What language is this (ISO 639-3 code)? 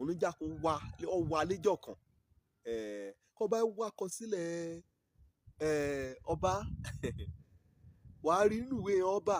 yor